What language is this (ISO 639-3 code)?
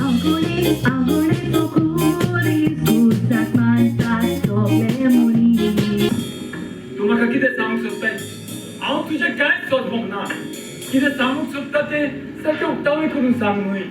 kok